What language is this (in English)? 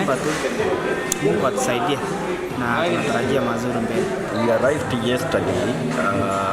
Meru